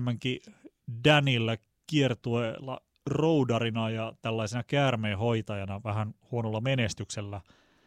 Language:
Finnish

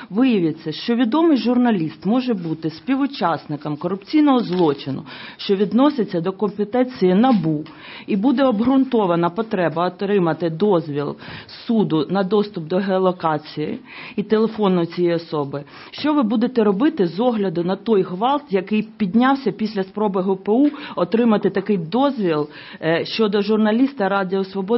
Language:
Ukrainian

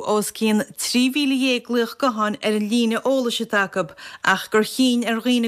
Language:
Irish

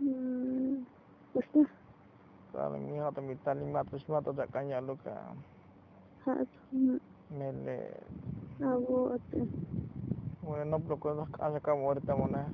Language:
Tzotzil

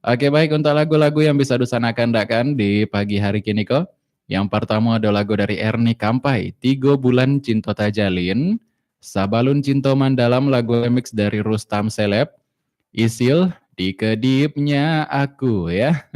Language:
Minangkabau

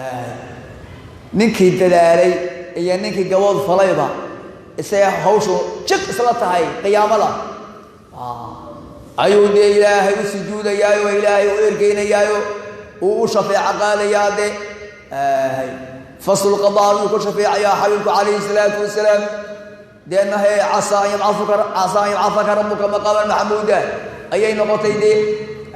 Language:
Somali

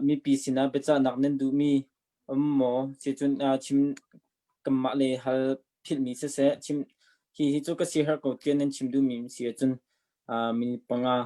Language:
Hakha Chin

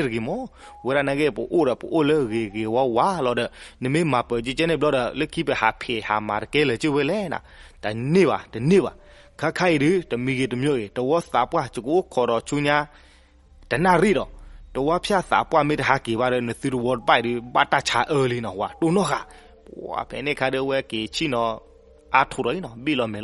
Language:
S'gaw Karen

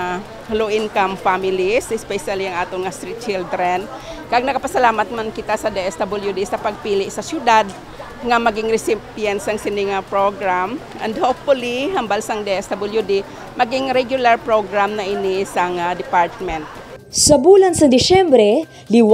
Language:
Hiligaynon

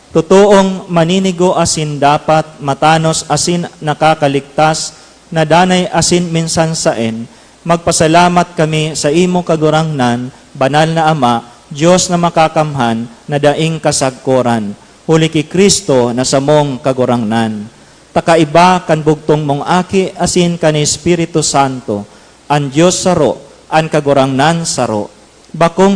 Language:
Bikol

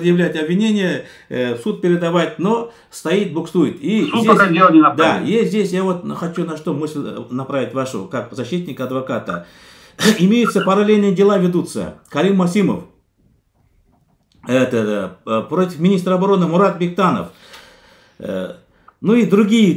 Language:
Russian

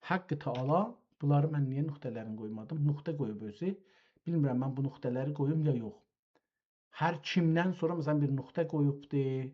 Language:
South Azerbaijani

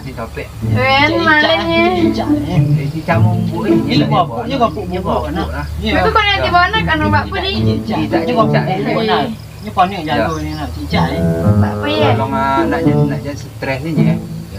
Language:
Minangkabau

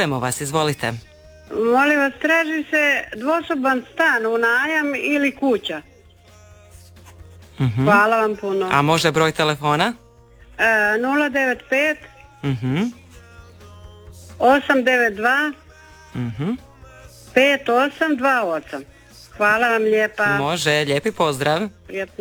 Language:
Croatian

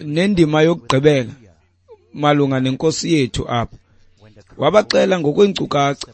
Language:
Xhosa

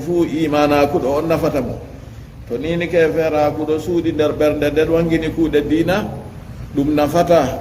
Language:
Fula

